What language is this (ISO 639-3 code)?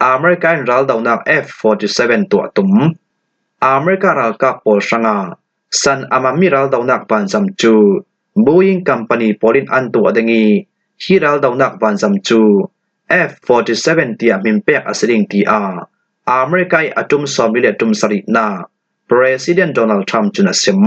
cfm